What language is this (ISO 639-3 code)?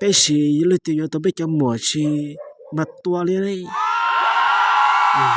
hmn